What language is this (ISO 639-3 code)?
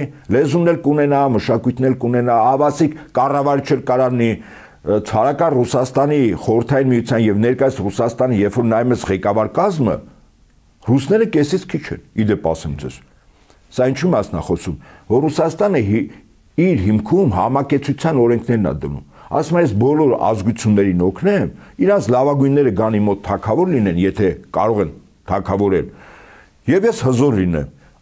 hye